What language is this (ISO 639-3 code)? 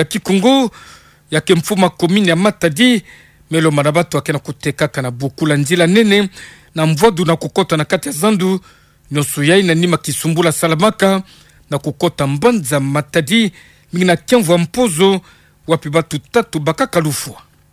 ktu